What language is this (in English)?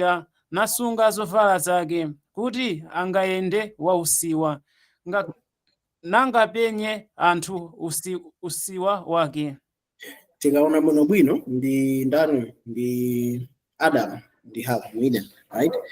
Nyanja